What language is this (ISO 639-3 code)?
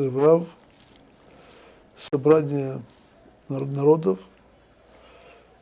rus